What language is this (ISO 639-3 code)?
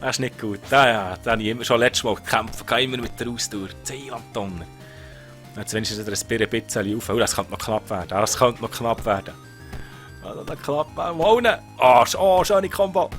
gsw